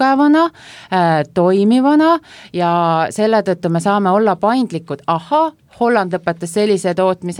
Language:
Estonian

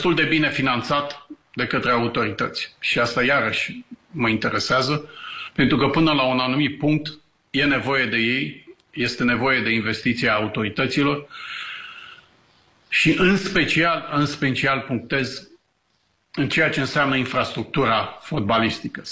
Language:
Romanian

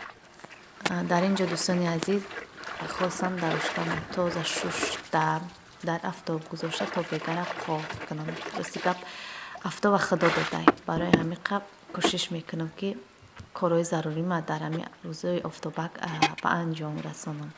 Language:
Tajik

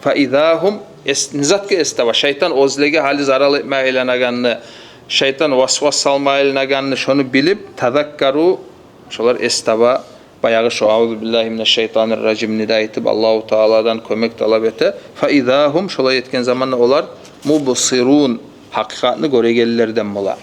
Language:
Kumyk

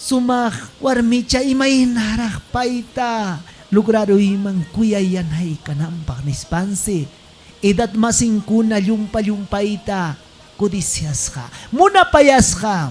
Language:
Ayacucho Quechua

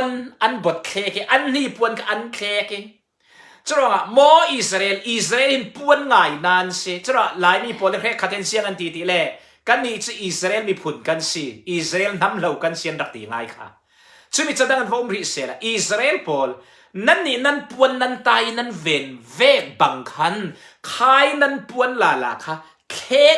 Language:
Falam Chin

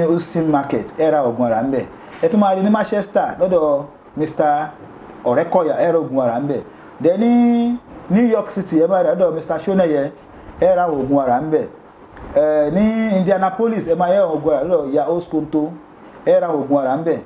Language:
Yoruba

